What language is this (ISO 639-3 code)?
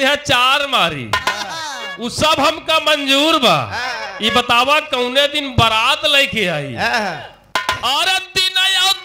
bho